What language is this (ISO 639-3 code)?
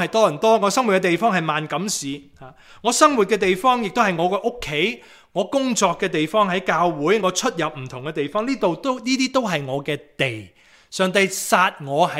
yue